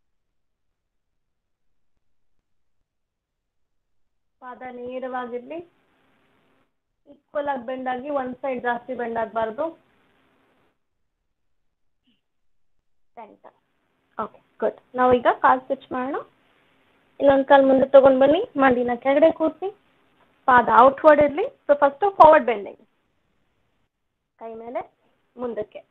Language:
Kannada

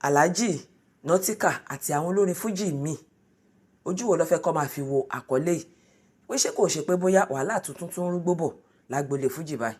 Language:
Yoruba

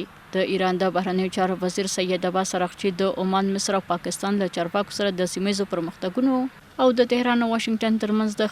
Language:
Pashto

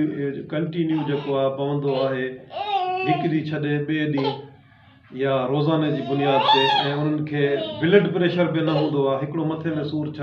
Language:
Sindhi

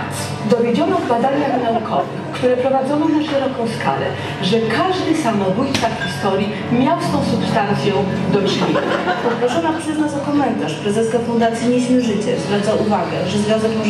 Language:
Polish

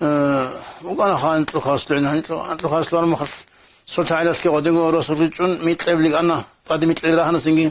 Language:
Avaric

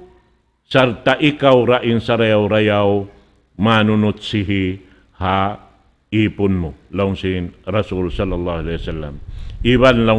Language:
Tausug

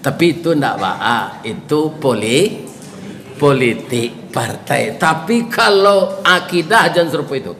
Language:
Minangkabau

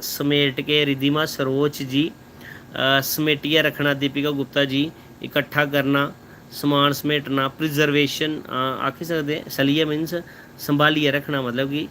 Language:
Dogri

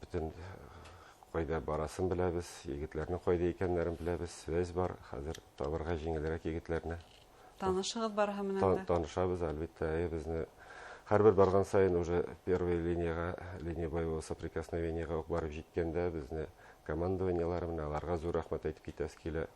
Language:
Bashkir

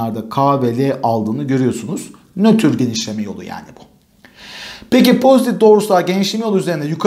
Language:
Turkish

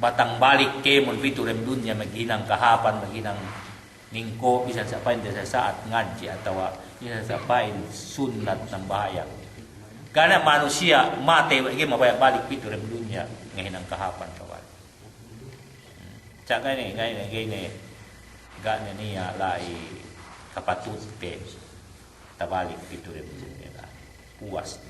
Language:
Yakan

